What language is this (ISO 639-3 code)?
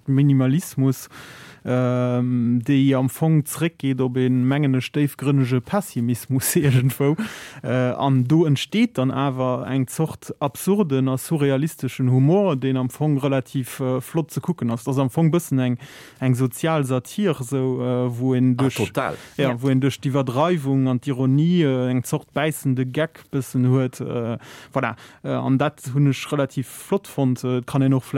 ltz